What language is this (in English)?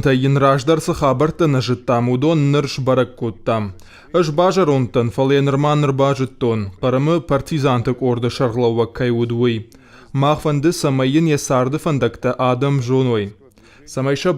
Ossetic